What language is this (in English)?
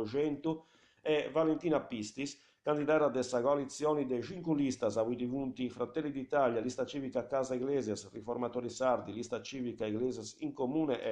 Sardinian